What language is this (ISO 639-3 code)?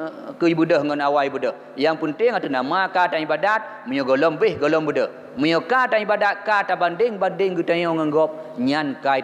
ace